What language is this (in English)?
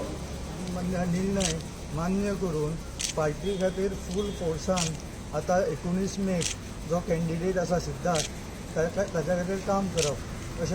Konkani